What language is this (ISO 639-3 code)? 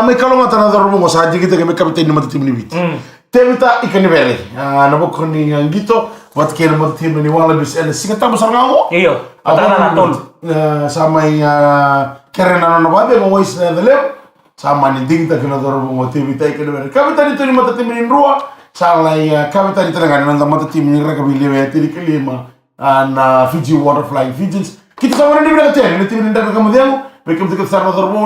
fij